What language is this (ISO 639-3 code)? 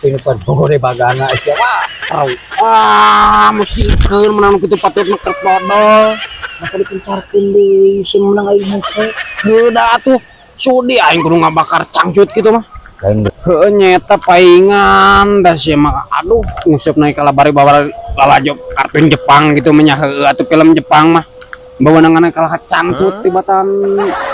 sun